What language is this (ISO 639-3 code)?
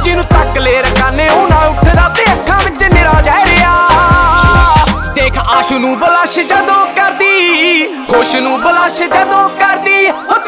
pan